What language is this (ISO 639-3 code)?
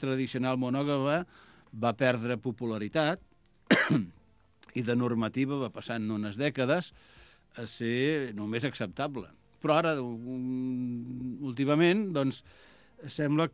cat